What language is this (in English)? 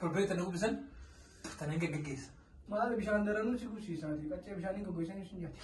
Oromo